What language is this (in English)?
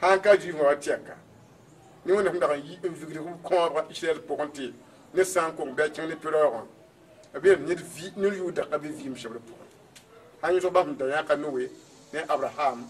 Mossi